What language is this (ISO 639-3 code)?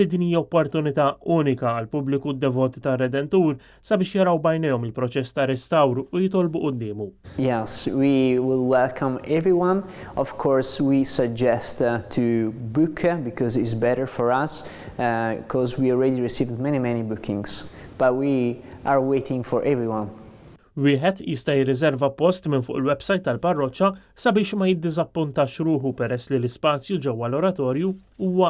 mlt